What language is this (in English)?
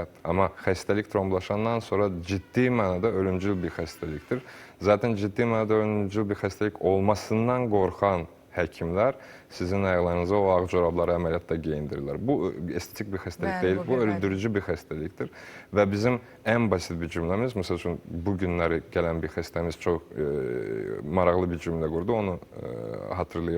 Azerbaijani